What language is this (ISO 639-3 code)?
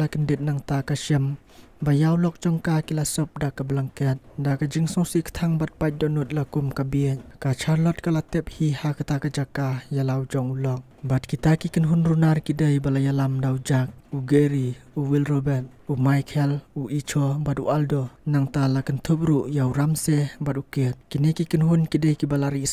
kha